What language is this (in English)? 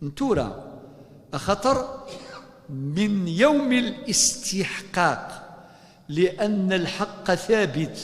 Kabyle